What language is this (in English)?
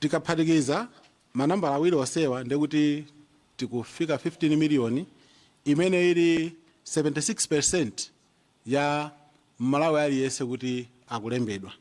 Nyanja